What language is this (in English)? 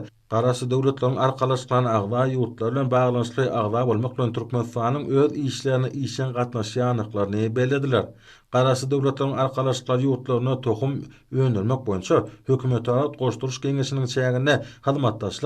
Turkmen